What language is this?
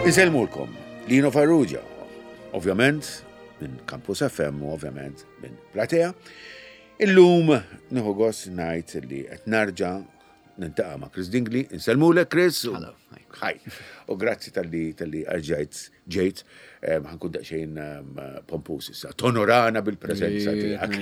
Maltese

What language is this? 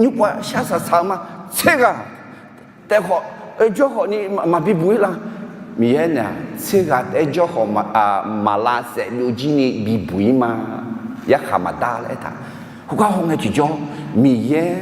Akha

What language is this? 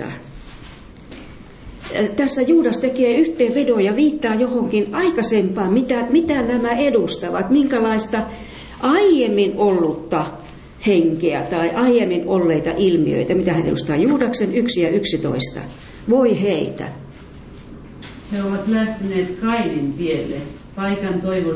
Finnish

